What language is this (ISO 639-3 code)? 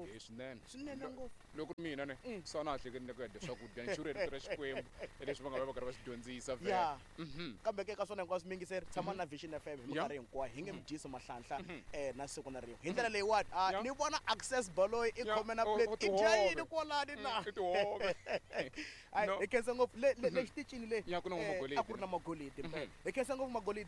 tso